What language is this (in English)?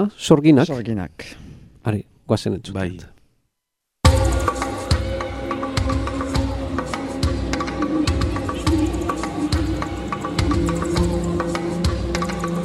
Basque